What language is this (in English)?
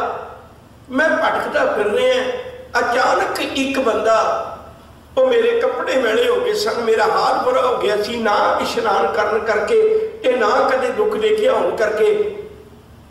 Punjabi